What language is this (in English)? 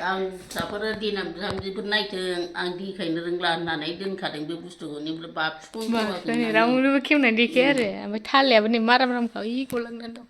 Bodo